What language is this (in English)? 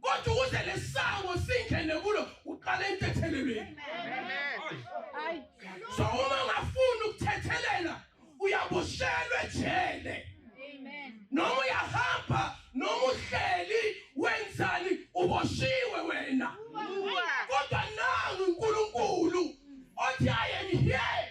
Zulu